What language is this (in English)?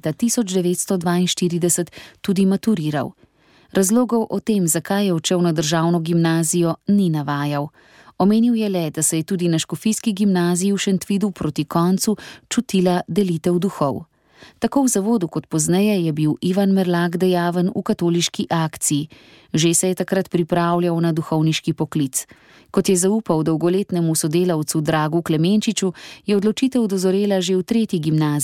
Slovenian